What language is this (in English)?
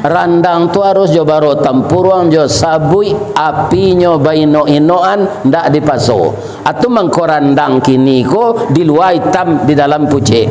Minangkabau